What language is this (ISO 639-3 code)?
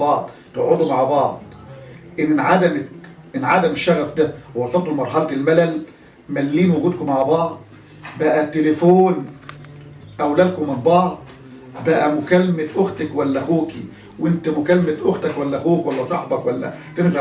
arz